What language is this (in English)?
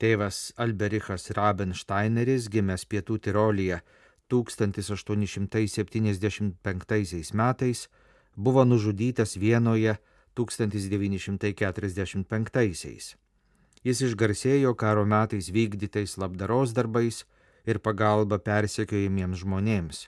Lithuanian